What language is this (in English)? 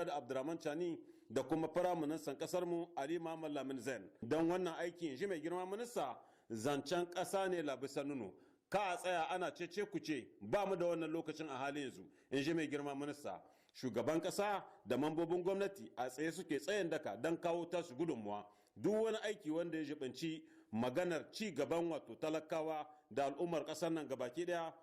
Hausa